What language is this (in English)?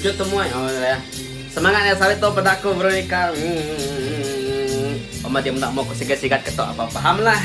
Iban